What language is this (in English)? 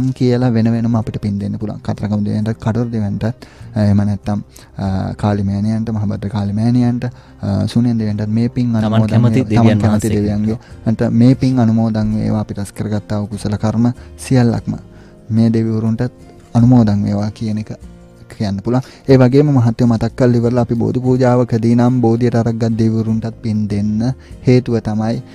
Sinhala